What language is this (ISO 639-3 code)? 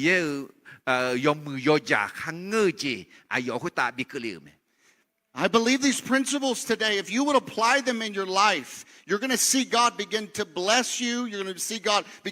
ahk